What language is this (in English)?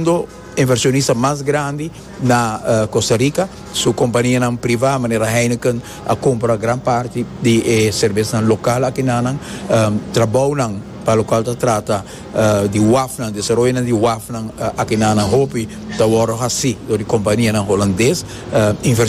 Papiamento